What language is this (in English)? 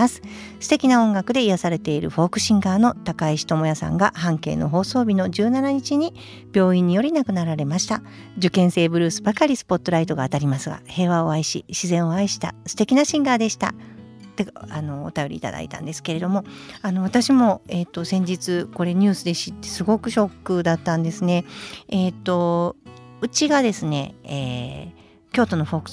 Japanese